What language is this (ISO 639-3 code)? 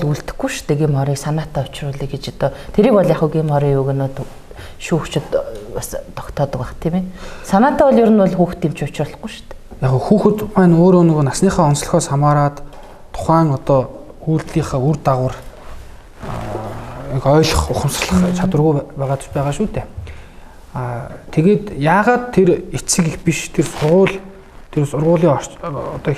mon